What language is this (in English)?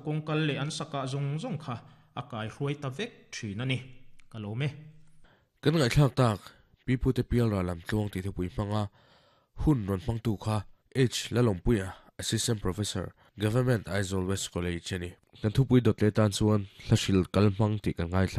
Mizo